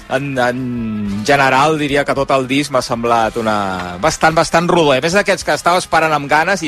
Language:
Catalan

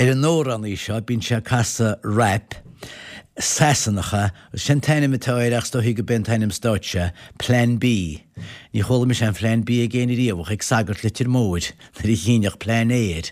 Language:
Irish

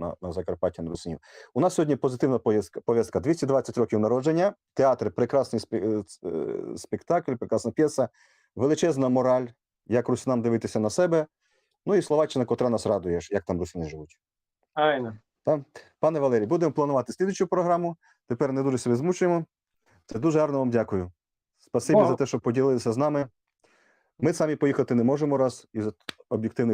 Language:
Rusyn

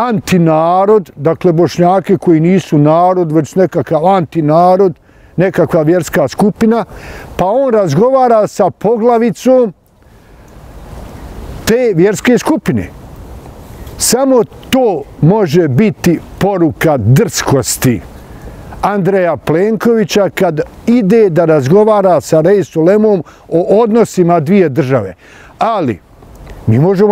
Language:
Bosnian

